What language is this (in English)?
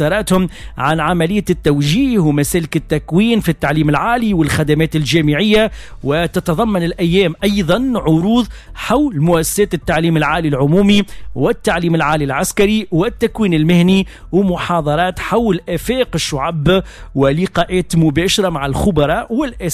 Tunisian Arabic